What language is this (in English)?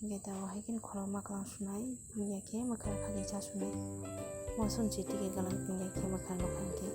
Kok Borok